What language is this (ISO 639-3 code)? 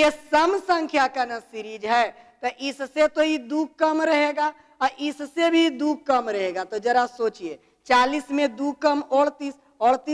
hin